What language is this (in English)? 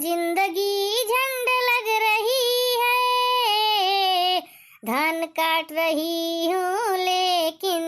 Awadhi